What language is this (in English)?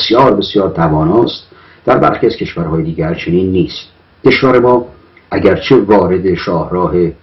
Persian